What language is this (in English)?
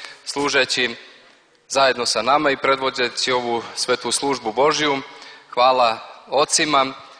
Serbian